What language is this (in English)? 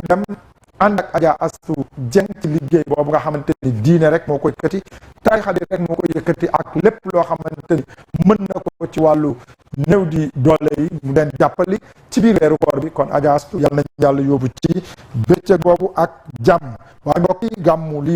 Wolof